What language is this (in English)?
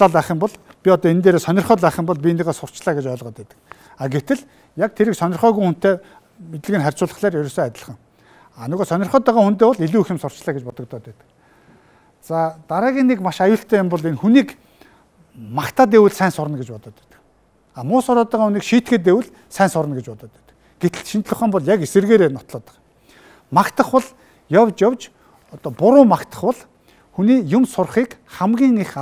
Mongolian